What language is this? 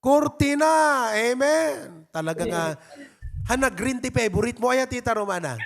Iloko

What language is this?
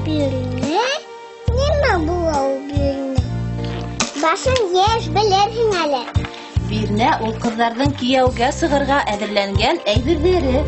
Bashkir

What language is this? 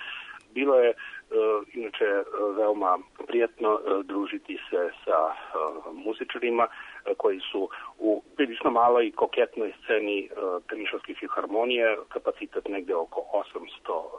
Serbian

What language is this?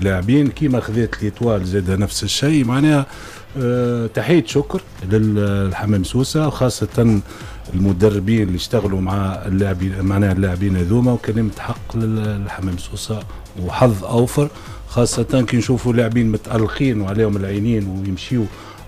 Tunisian Arabic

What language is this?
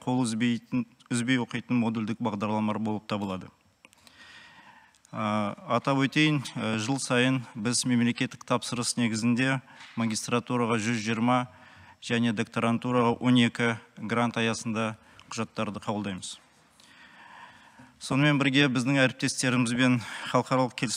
Kazakh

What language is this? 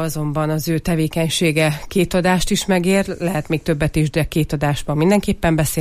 Hungarian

